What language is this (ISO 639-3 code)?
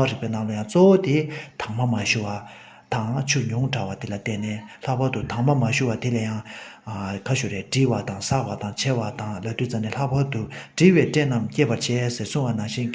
bod